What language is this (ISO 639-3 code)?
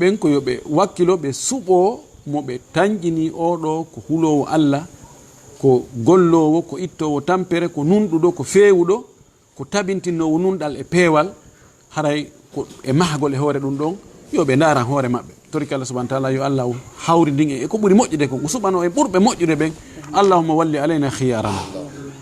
ful